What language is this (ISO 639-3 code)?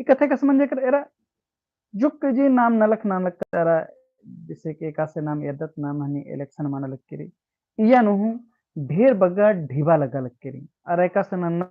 kru